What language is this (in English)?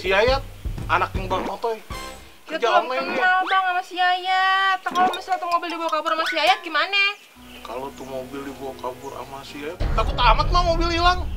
Betawi